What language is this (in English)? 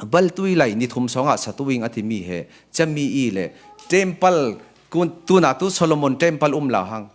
Falam Chin